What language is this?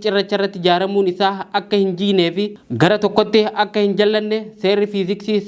Oromo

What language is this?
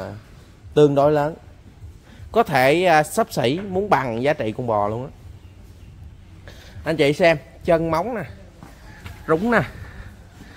Vietnamese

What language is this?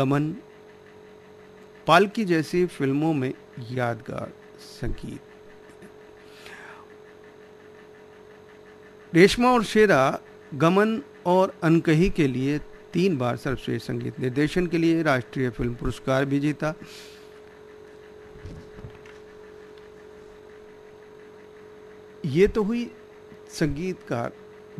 Hindi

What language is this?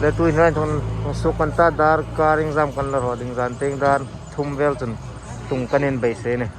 Hmar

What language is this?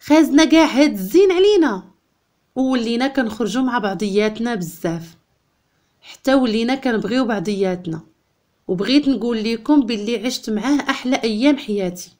Moroccan Arabic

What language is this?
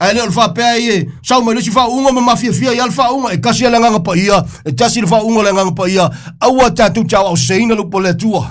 Samoan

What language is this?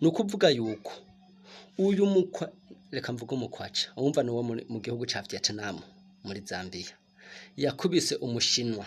Rundi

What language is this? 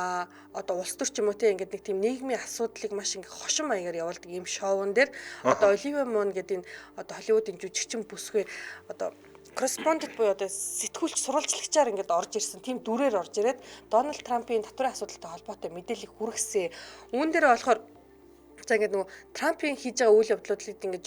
Mongolian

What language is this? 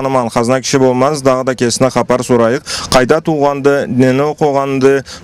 Karachay-Balkar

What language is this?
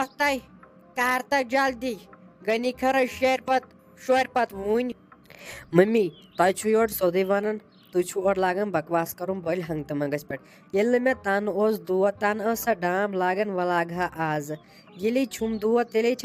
Kashmiri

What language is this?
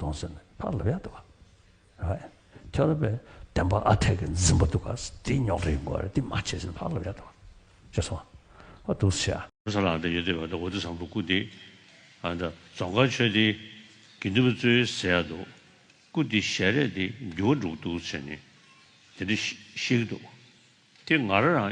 Tibetan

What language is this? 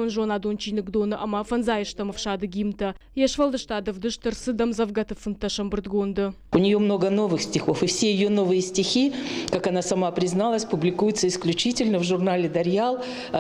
Ossetic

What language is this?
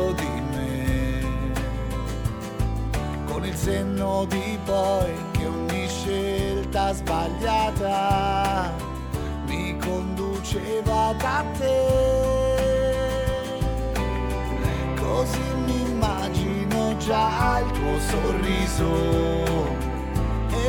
Italian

